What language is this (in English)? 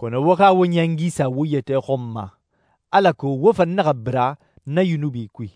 Susu